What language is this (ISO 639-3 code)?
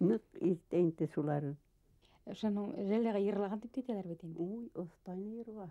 bak